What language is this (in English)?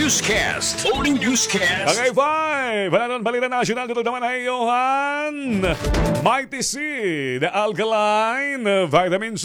Waray